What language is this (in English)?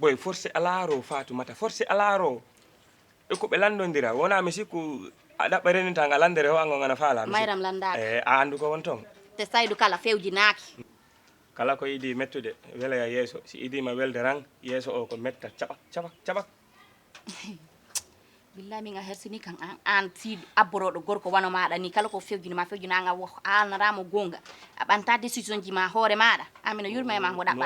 Fula